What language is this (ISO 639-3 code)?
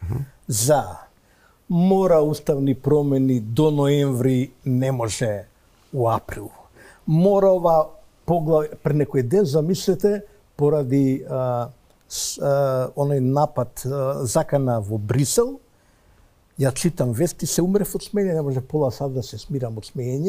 mkd